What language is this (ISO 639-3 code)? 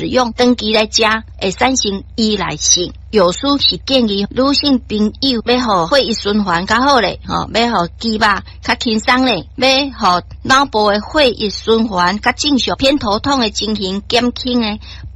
nan